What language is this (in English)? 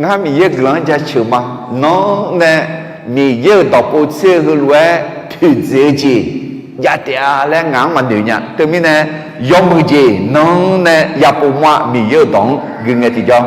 Akha